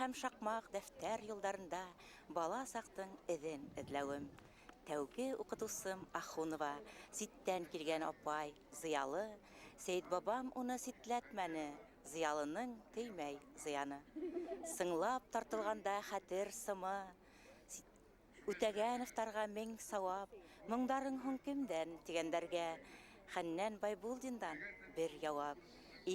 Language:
Bashkir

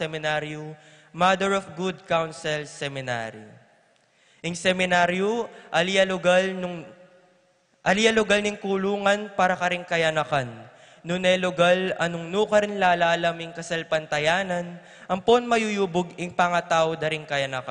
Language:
Pampanga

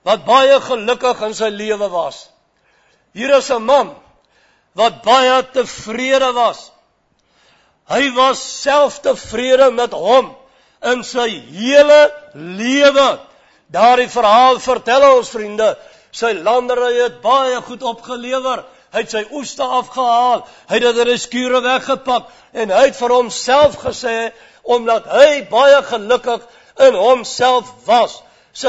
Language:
Afrikaans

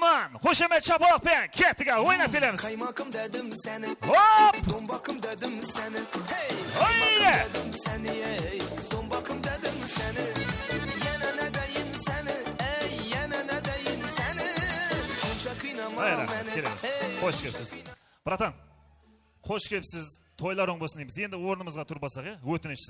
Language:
Kara-Kalpak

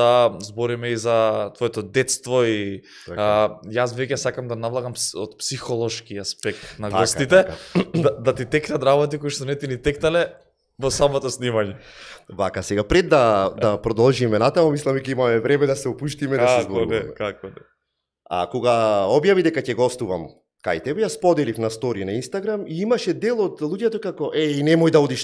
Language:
Macedonian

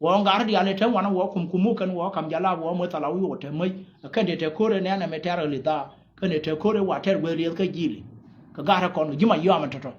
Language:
Nuer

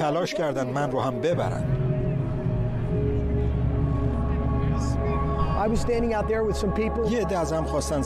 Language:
Persian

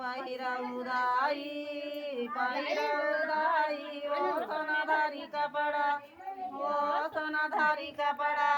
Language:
Chhattisgarhi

